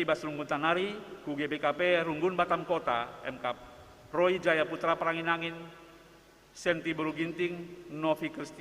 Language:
Batak Karo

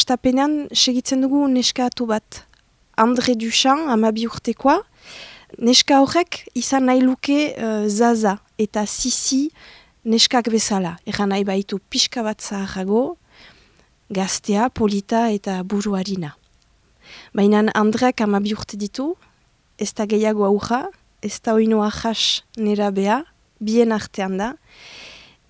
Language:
Basque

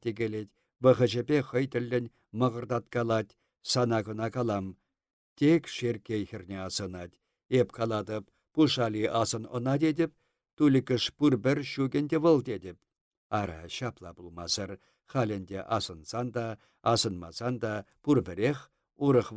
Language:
Chuvash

